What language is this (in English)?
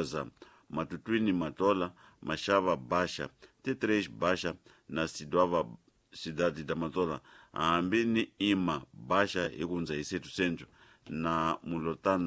Tsonga